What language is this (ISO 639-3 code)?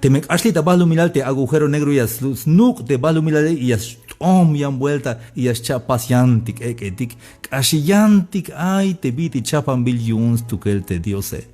tzh